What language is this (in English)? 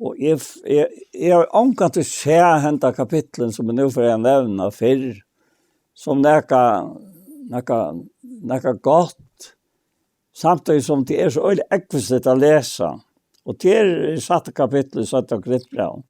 Faroese